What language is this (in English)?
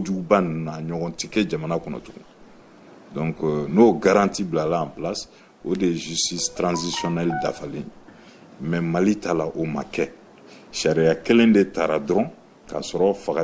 Bambara